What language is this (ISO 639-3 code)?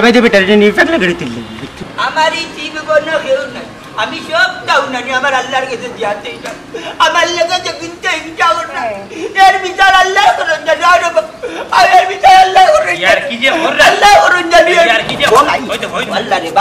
syl